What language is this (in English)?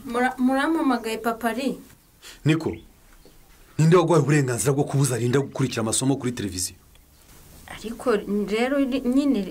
Kinyarwanda